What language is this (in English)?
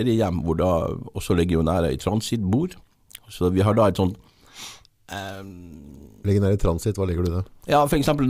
Norwegian